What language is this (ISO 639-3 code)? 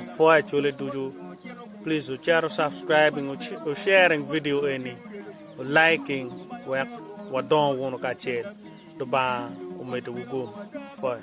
ach